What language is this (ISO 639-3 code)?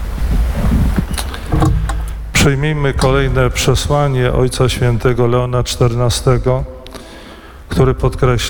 pol